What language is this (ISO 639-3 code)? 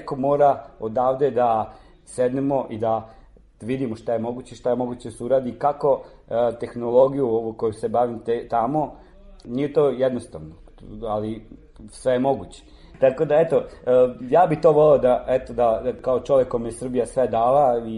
srp